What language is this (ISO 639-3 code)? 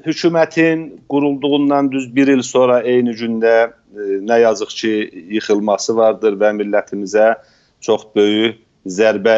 azb